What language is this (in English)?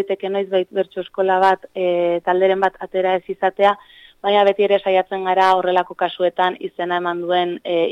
Basque